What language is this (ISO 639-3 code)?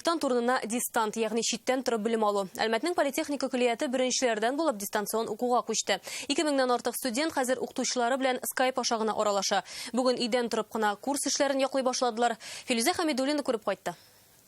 tat